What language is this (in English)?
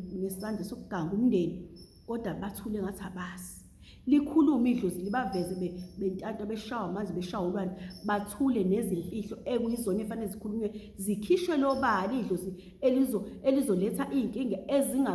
Zulu